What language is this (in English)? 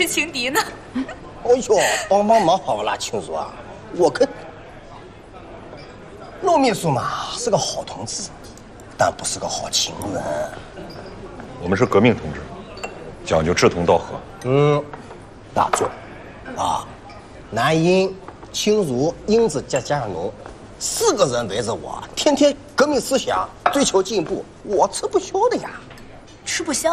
Chinese